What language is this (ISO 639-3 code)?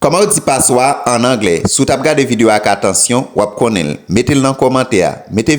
hat